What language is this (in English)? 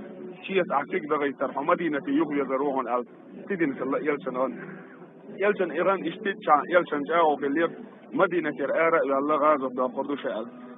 Chechen